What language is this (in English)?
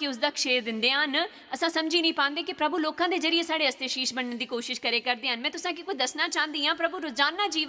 Dogri